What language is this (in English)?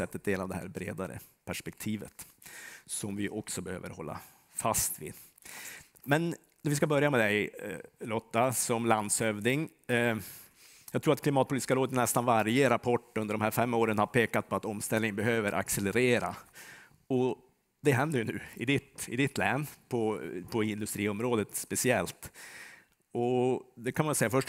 Swedish